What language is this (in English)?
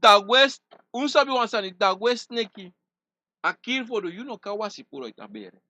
Sranan Tongo